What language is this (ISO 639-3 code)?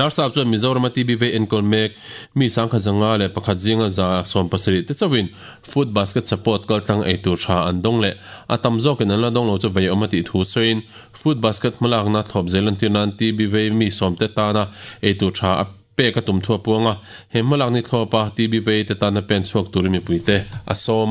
lus